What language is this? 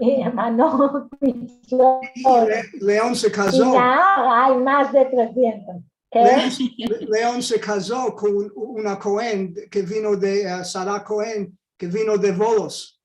Ladino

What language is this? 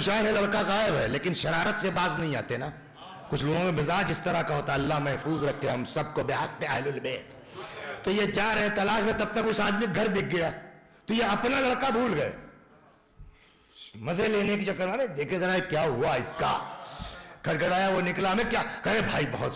Urdu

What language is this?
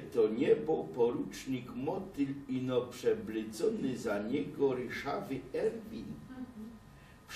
Silesian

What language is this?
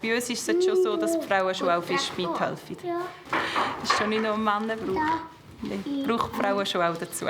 Swiss German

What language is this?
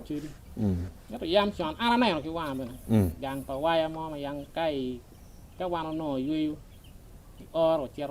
Acoli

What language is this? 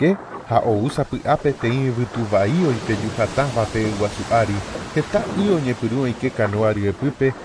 Guarani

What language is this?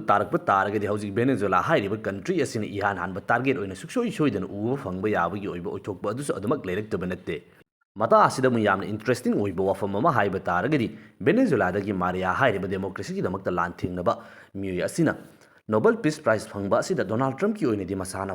Manipuri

